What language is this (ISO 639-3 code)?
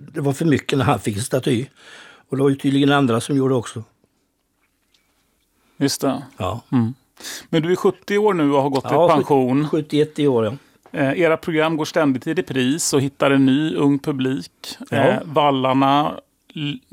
swe